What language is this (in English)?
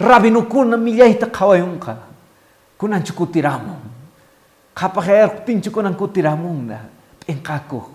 Quechua